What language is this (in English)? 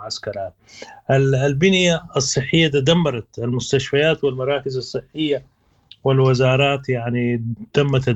Sudanese Arabic